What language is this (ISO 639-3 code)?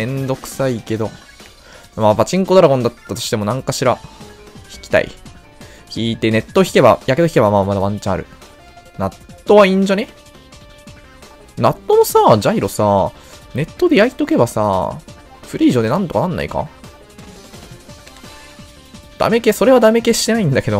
jpn